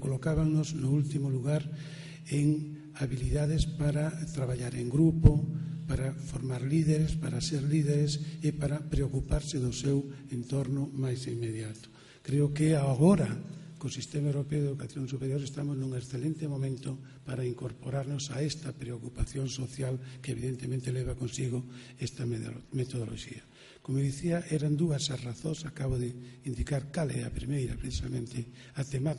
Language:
Galician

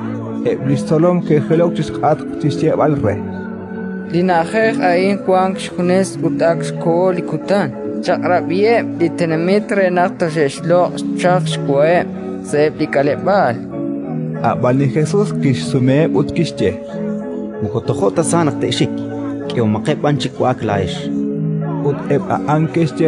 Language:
Kekchí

